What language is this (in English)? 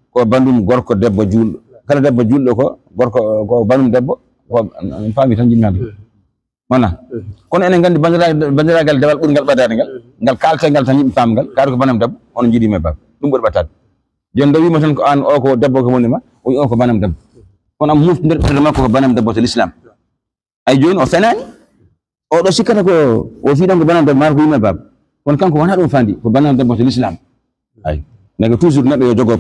Fula